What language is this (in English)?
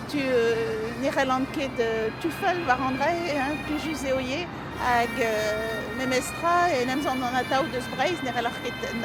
Breton